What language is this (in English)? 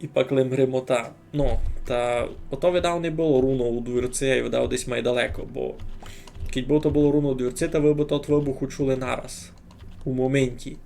Rusyn